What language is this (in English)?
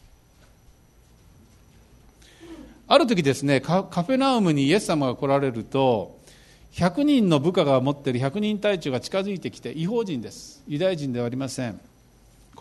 Japanese